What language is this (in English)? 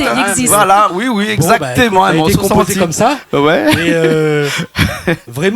Réunion Creole French